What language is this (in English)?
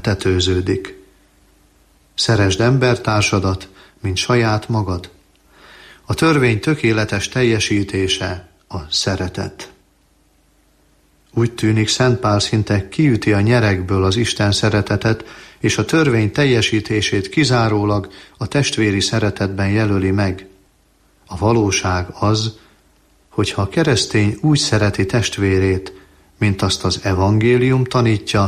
Hungarian